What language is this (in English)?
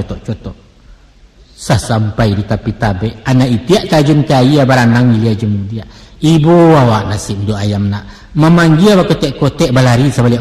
Minangkabau